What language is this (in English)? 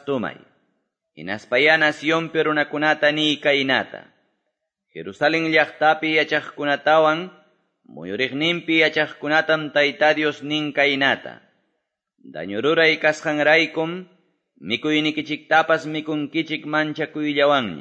Quechua